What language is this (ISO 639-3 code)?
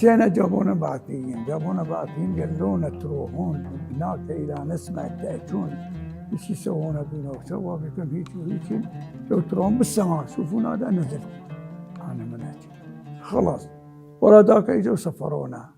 acm